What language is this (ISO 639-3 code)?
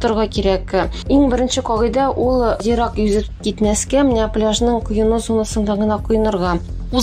tat